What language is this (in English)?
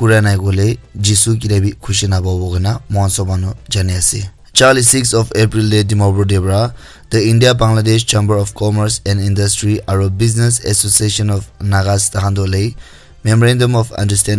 Naga Pidgin